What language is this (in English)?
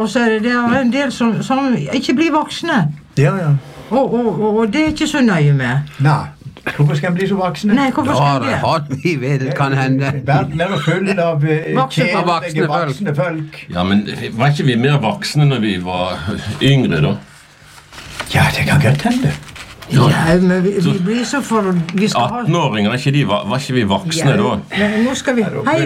Norwegian